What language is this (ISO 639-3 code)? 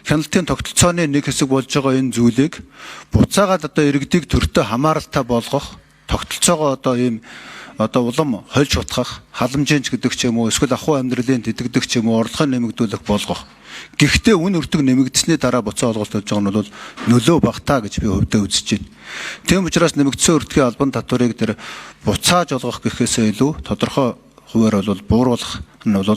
mon